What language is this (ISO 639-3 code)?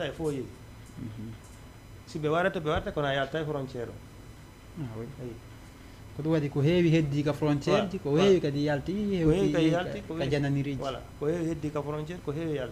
ful